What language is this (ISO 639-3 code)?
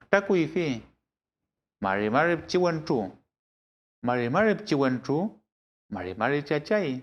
arn